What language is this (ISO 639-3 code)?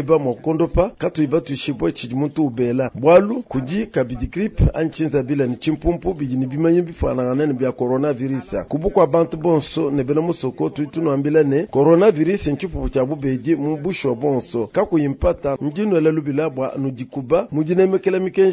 lua